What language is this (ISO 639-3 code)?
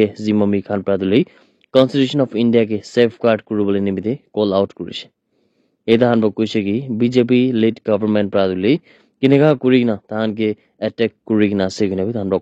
nag